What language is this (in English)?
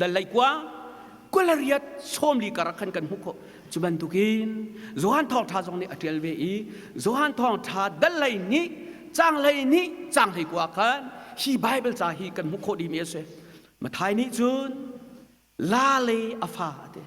Hakha Chin